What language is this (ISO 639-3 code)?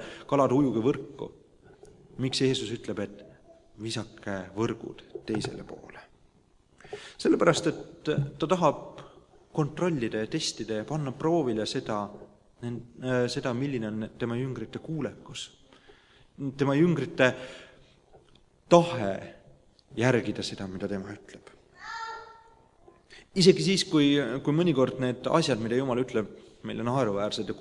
est